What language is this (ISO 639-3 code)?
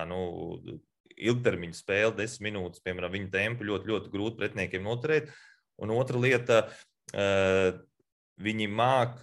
lav